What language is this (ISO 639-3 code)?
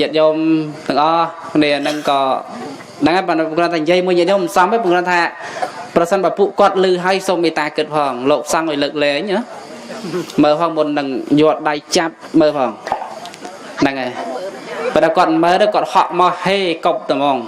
khm